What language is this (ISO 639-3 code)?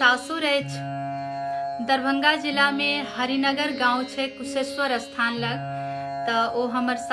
mai